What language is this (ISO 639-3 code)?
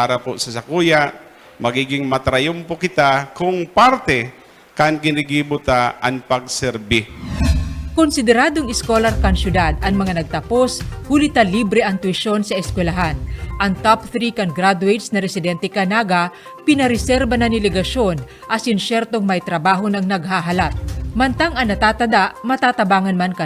bik